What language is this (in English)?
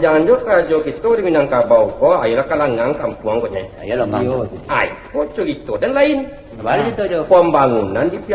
Minangkabau